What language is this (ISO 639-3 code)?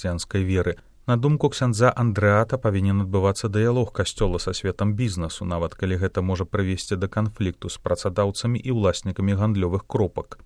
bel